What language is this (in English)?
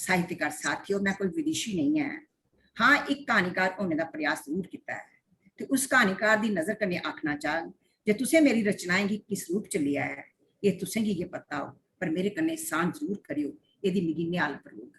Dogri